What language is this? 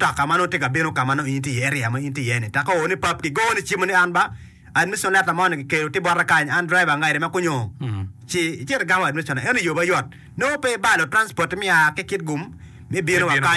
Acoli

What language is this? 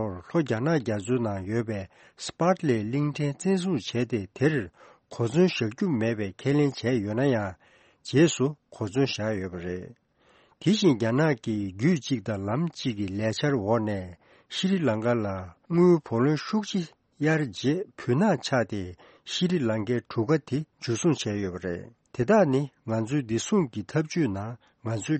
Tibetan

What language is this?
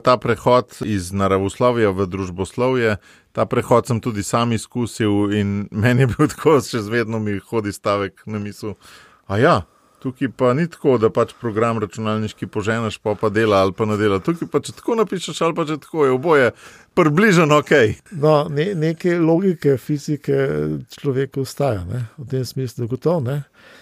Slovenian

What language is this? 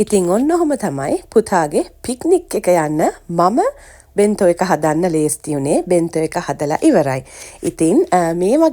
Sinhala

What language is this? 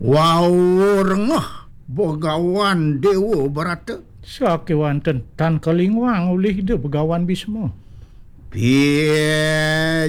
Balinese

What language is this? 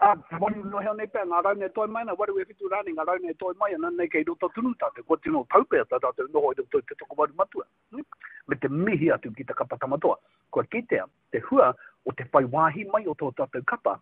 Māori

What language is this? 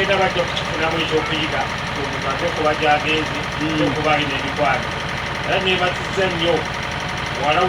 Ganda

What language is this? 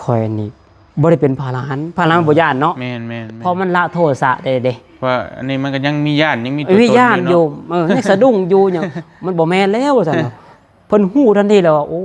Lao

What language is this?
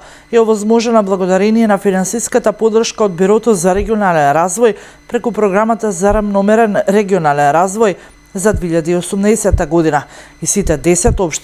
Macedonian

